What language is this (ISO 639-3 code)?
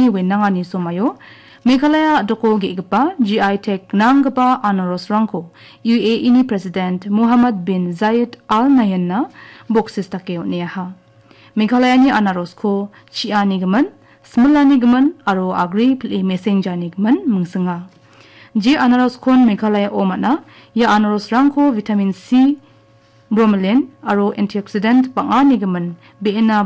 grt